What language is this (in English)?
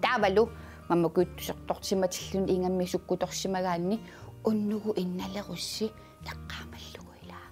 Kalaallisut